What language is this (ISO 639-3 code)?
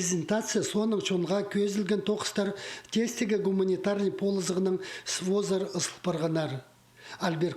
kjh